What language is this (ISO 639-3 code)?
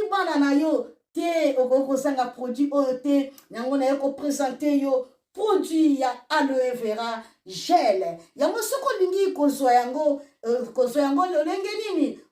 lin